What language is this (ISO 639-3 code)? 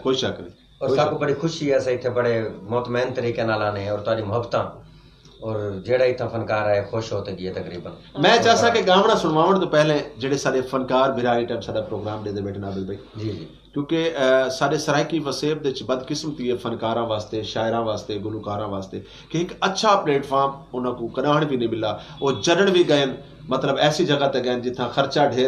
skr